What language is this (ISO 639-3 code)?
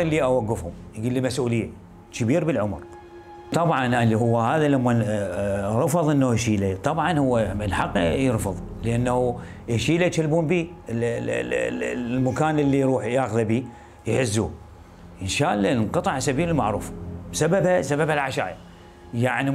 acm